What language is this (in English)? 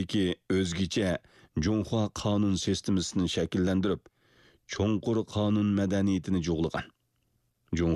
Uyghur